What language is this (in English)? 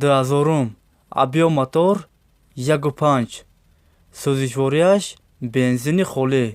Tajik